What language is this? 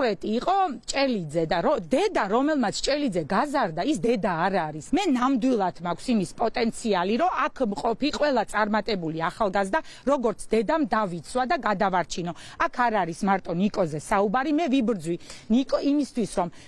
Georgian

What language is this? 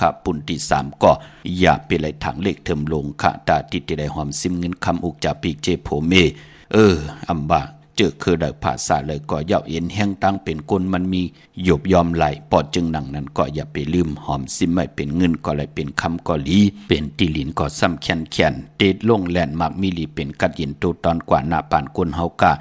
Shan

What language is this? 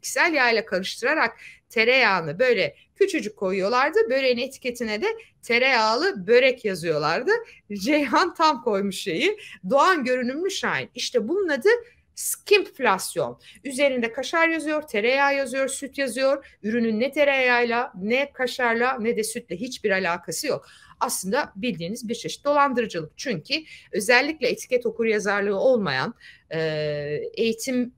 Turkish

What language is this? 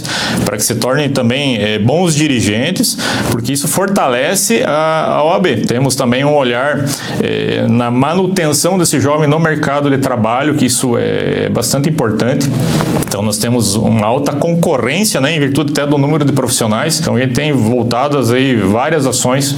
Portuguese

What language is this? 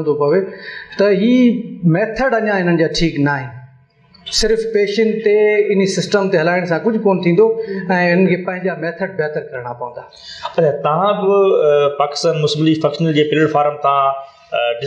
Sindhi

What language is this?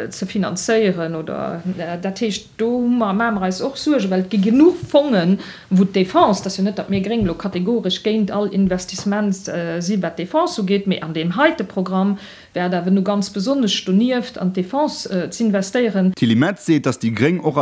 Luxembourgish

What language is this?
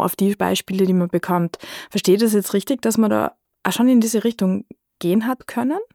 German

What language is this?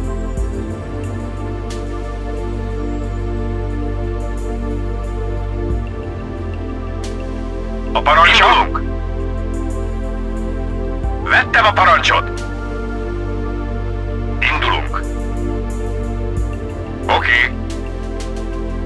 Hungarian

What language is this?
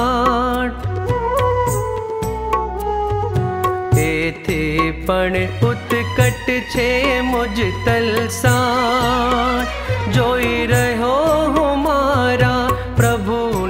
Gujarati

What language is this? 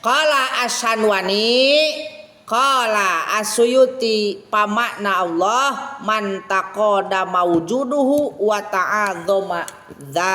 Sundanese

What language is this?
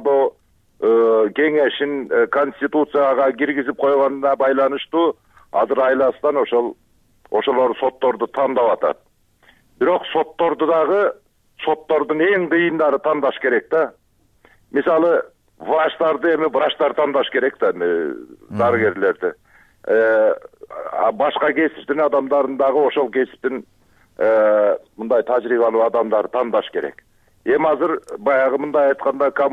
Kyrgyz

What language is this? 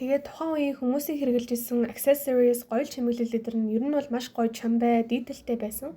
Mongolian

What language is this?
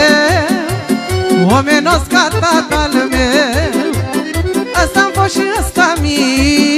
Romanian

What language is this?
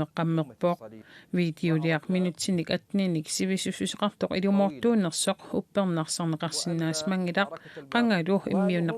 Kalaallisut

